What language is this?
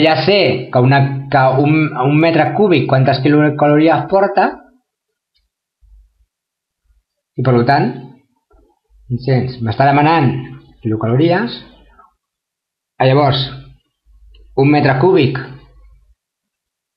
Catalan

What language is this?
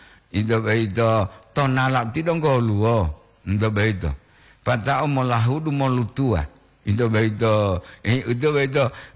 Gorontalo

